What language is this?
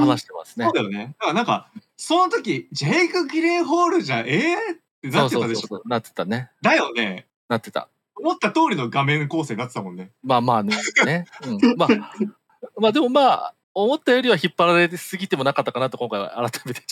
Japanese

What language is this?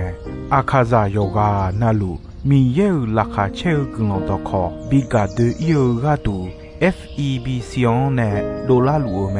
Akha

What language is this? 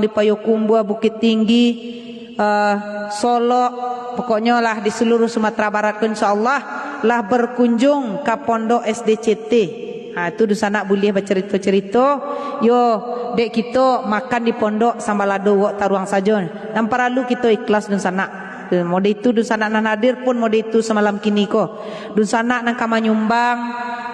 Minangkabau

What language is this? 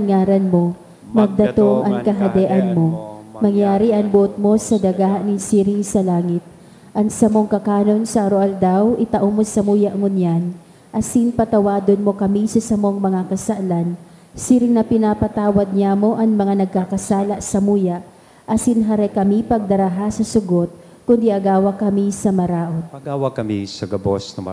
Bikol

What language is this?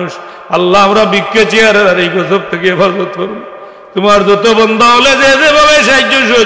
Sylheti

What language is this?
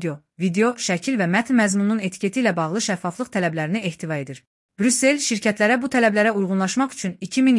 Azerbaijani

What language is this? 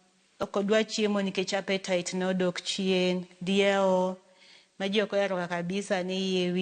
Luo (Kenya and Tanzania)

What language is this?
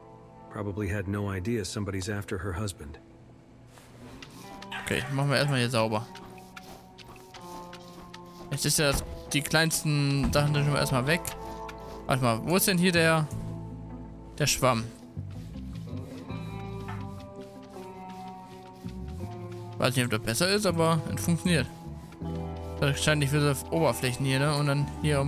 German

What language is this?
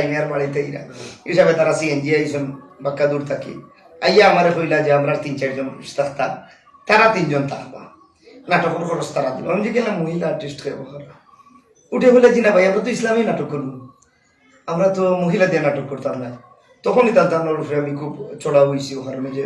Sylheti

